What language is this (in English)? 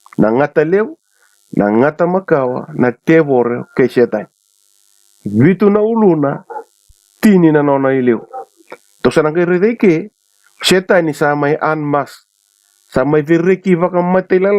Fijian